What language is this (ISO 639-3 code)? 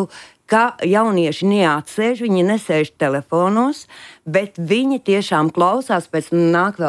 lav